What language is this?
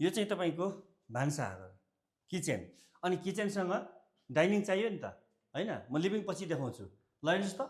Nepali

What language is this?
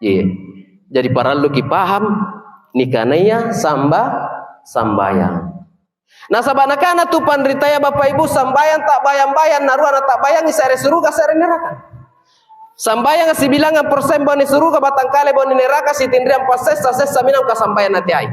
Makasar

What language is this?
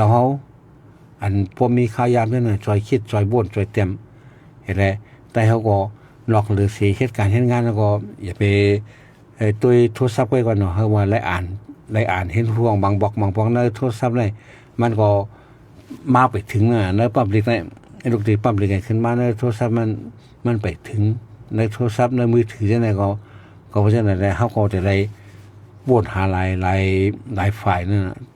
Shan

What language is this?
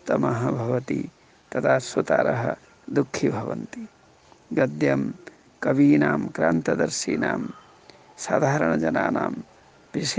Sanskrit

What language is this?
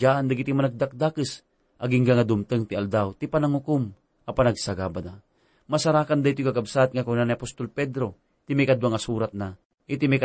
Iloko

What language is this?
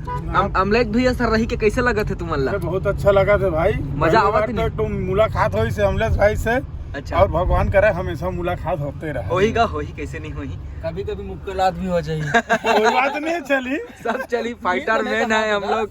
Chhattisgarhi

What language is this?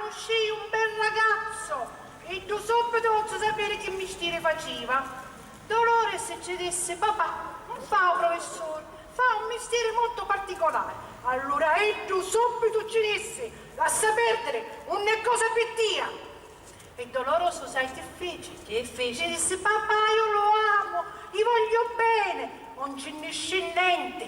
Sicilian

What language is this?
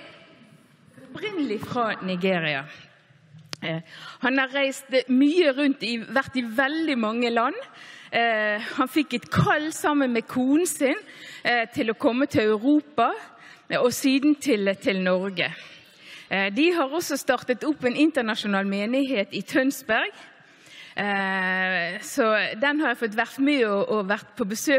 Norwegian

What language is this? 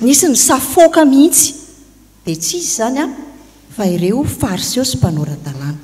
Malagasy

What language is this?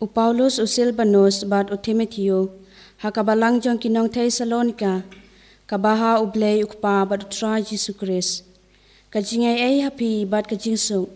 Khasi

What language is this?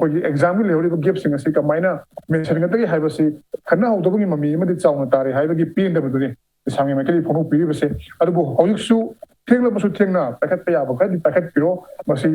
Manipuri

